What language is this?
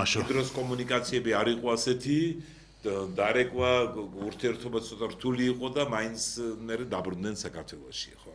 Georgian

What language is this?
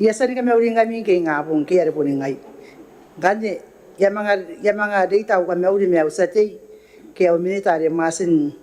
Gilbertese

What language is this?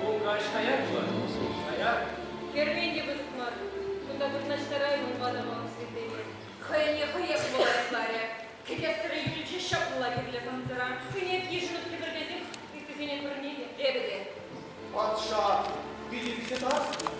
Chuvash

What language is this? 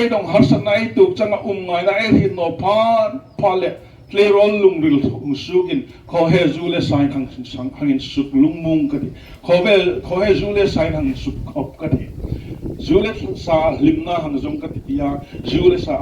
Hmar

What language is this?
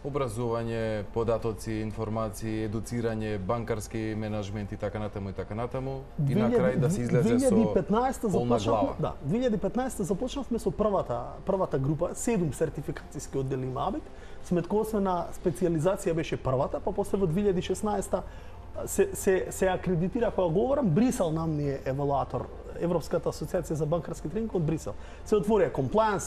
Macedonian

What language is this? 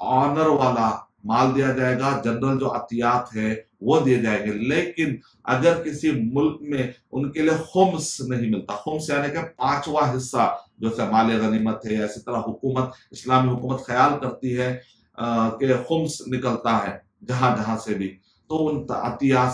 Urdu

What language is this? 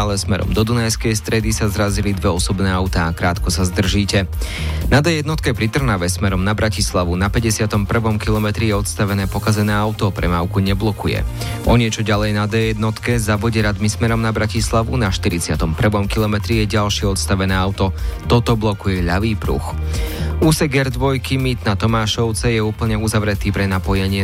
Slovak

